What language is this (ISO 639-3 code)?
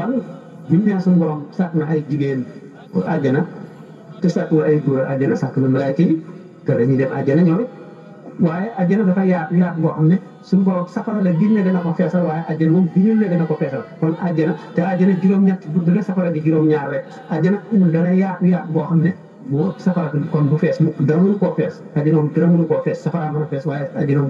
wol